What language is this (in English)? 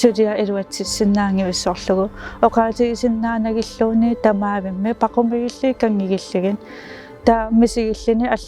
Kalaallisut